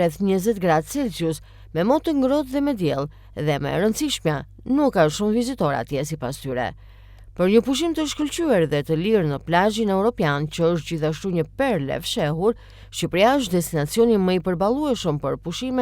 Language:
Albanian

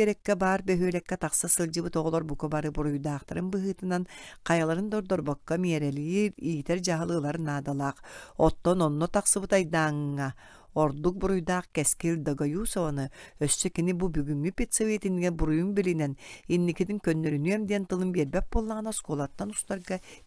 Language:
Yakut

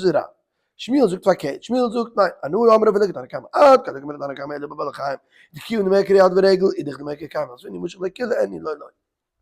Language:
Yiddish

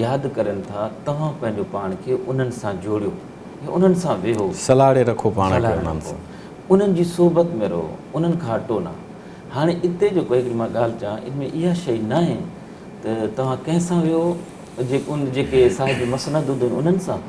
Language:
Sindhi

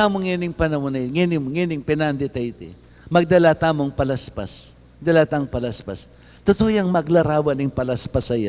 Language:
Pampanga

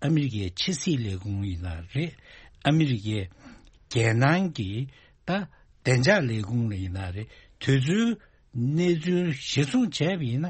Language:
Tibetan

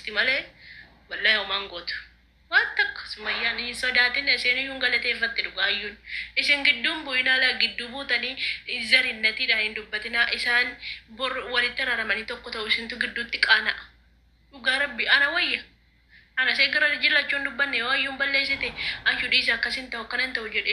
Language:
Oromo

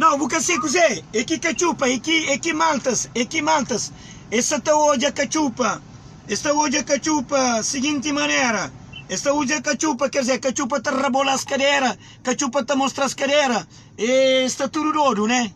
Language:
Kabuverdianu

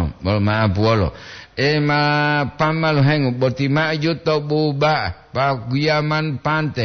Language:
Gorontalo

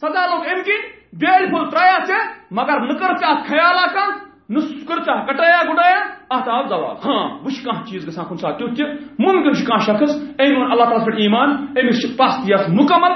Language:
Kashmiri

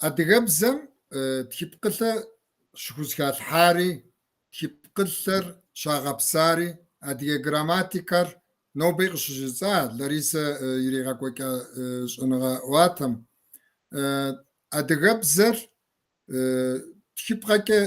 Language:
Kabardian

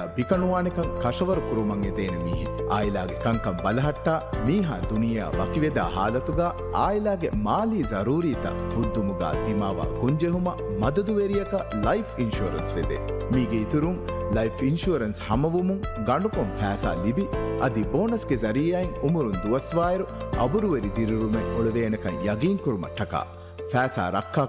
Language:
Divehi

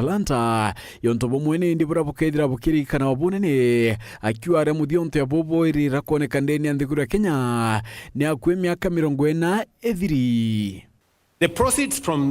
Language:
Meru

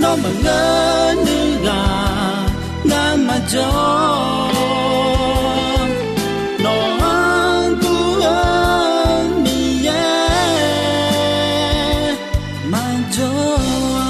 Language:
Akha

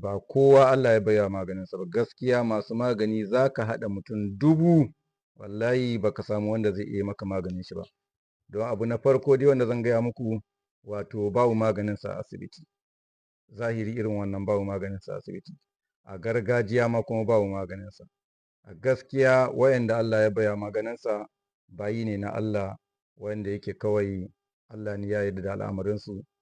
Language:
Hausa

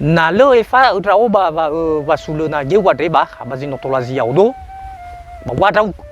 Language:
Nias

